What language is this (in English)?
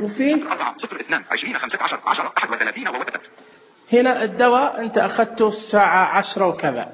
Najdi Arabic